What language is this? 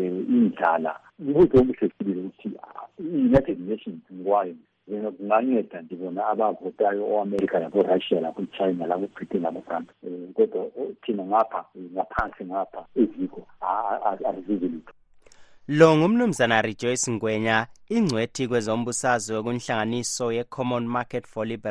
North Ndebele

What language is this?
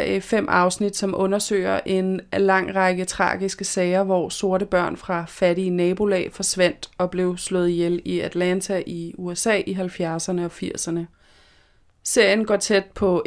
Danish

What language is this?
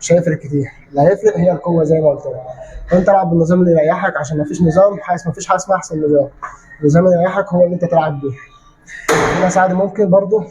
Egyptian Arabic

